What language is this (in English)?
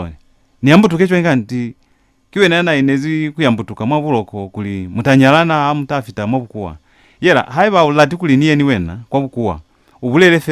Lozi